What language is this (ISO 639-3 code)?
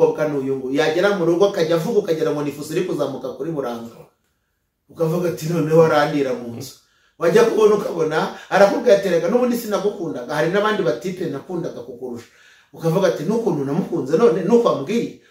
kin